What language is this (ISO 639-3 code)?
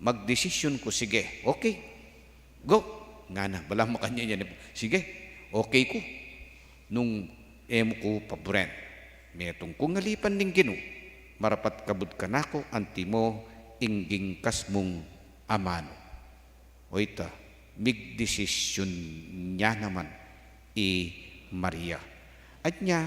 pam